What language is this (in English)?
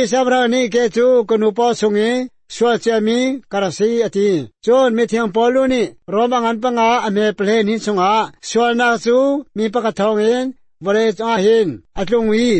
Hakha Chin